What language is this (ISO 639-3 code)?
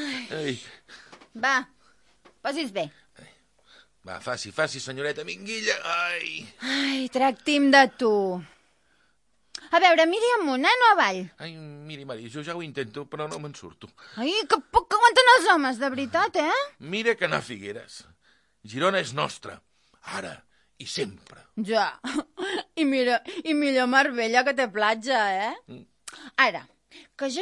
cat